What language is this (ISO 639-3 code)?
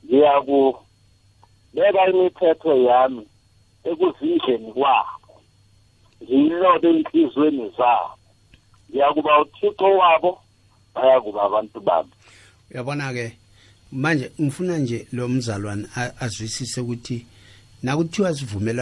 nbl